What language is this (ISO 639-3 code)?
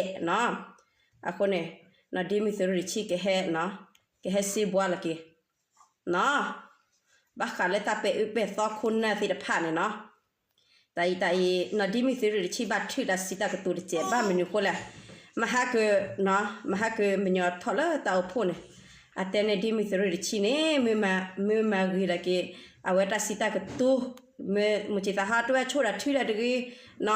ksw